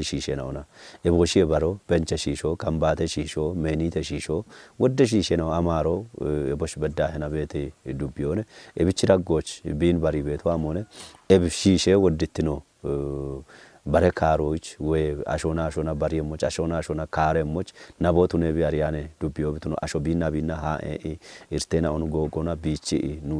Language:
Kafa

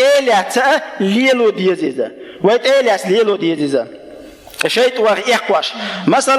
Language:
Chechen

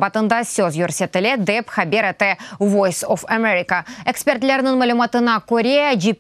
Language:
Crimean Tatar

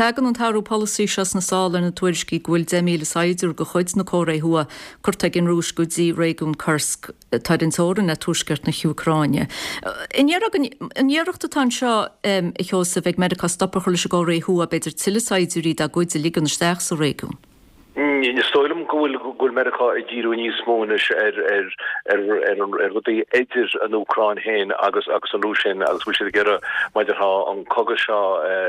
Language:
Irish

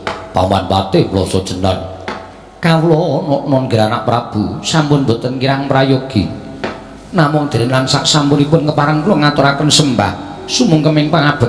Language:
Javanese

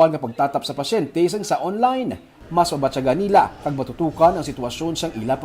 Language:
Hiligaynon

